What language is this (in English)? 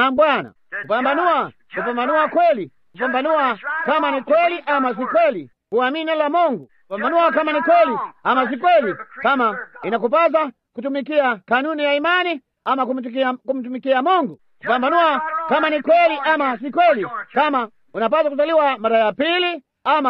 Swahili